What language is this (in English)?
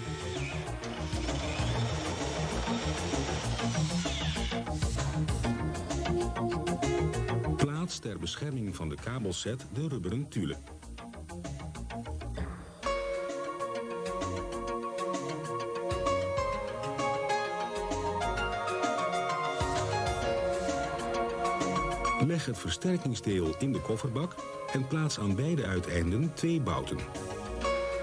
Dutch